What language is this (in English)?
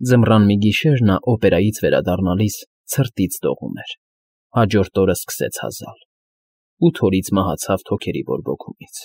Armenian